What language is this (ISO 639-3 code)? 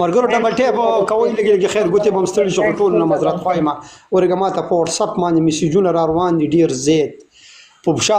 pus